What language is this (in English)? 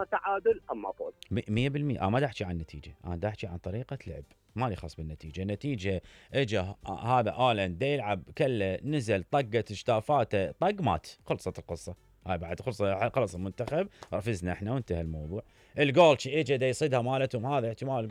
Mesopotamian Arabic